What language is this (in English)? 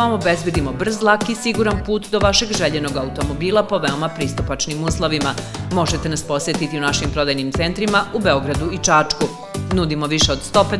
Serbian